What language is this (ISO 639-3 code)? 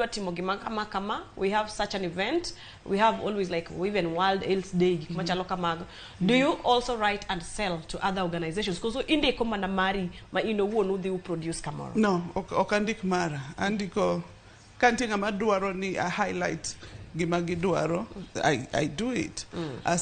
luo